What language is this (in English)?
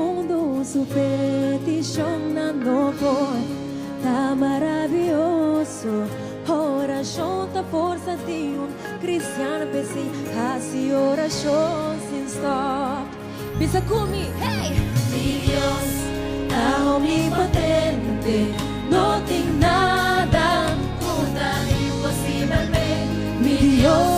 Papiamento